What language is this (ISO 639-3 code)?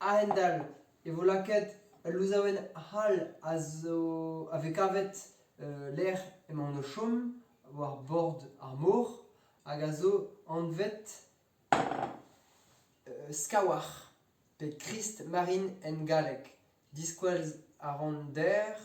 bre